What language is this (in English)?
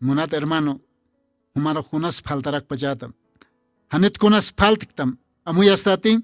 Aymara